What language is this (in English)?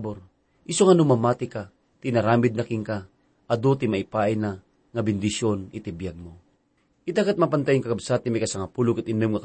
Iloko